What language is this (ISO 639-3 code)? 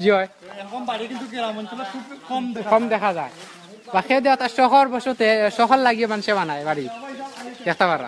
syl